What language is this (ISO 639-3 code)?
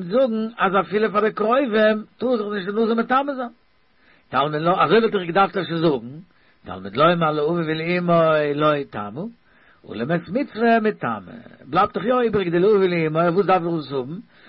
yid